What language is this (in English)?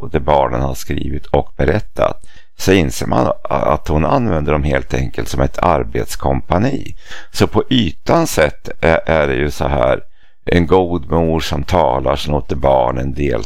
Swedish